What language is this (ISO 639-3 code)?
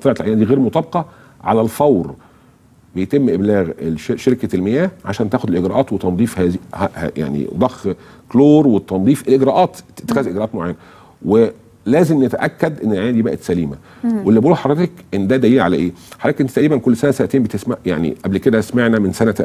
arz